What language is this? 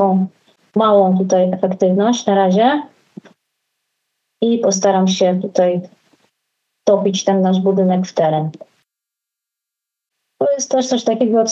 Polish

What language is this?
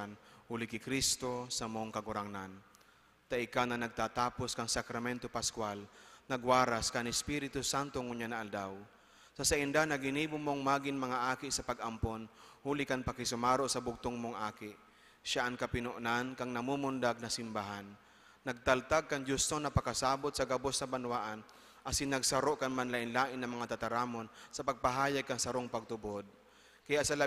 Bikol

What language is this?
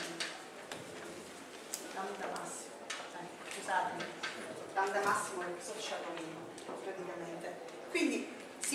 Italian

